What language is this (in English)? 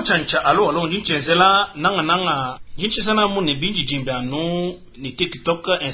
Luba-Lulua